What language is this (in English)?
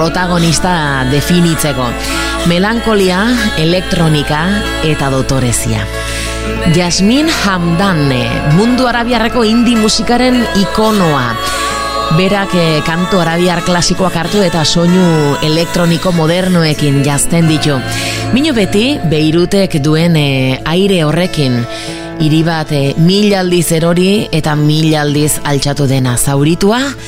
Basque